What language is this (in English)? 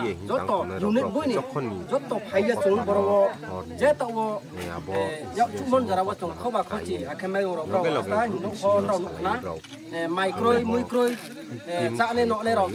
Riang (India)